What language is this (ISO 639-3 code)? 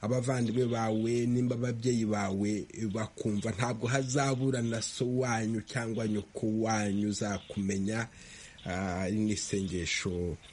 kin